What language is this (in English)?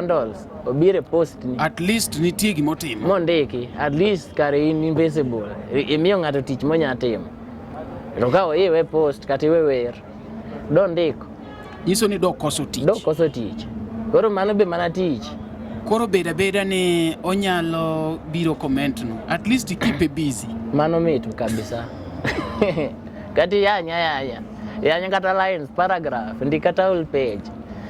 Luo (Kenya and Tanzania)